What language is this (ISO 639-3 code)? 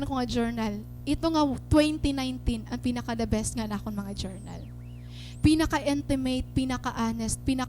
war